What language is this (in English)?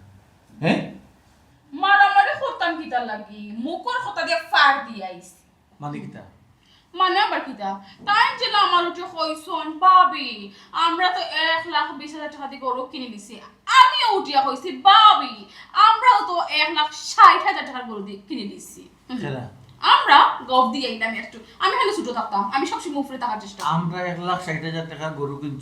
Sylheti